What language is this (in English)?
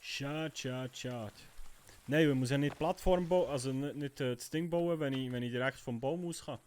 Swiss German